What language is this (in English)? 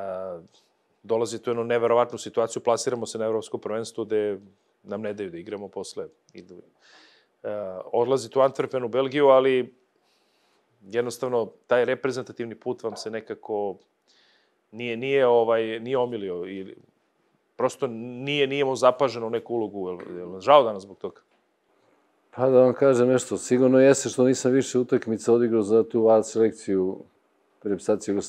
Serbian